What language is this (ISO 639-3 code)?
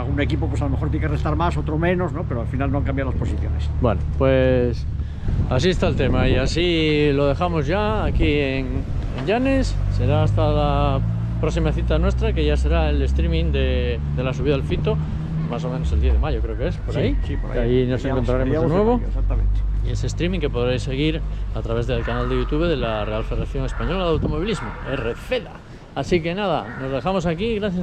spa